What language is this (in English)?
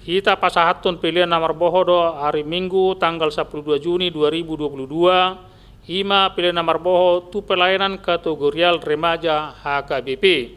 Batak Toba